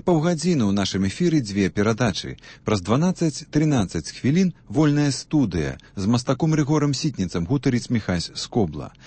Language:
Belarusian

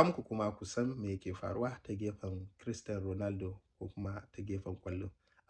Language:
Hausa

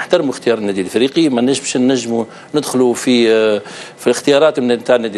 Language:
Tunisian Arabic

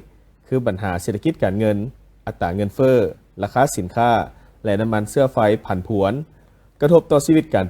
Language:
Lao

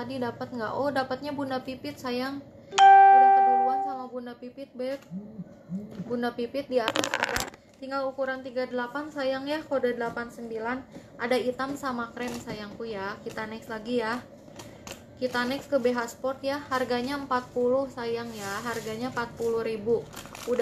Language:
Indonesian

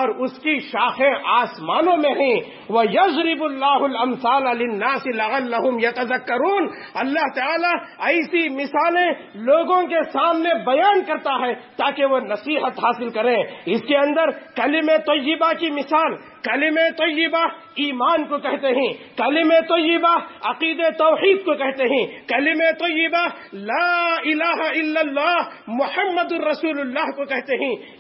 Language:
Urdu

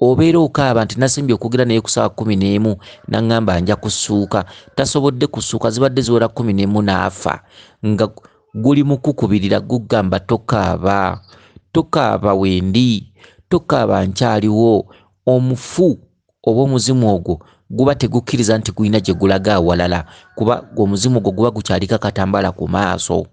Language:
Ganda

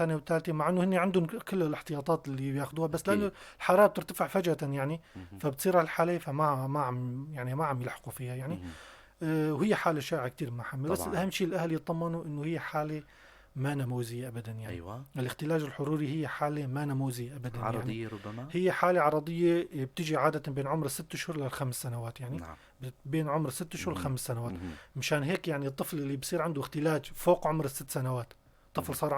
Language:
North Levantine Arabic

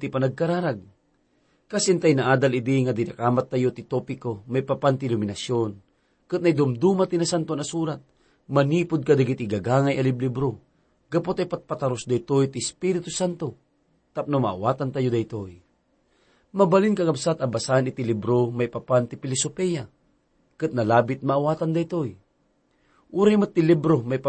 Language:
Iloko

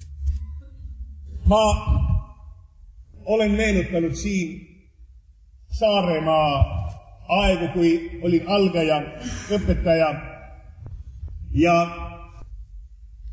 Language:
Estonian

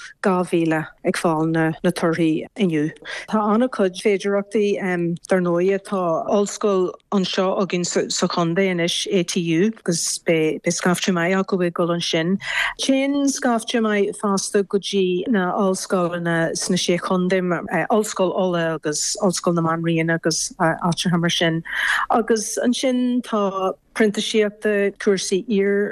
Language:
Irish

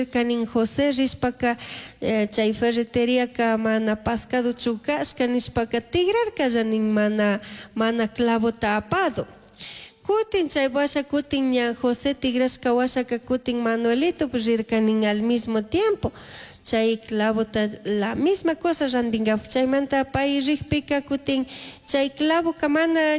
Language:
Chimborazo Highland Quichua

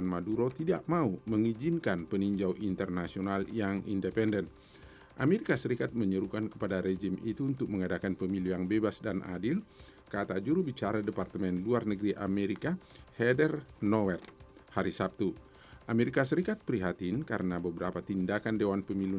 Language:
Indonesian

